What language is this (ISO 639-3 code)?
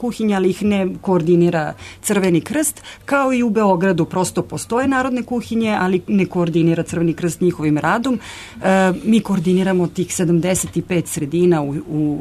srp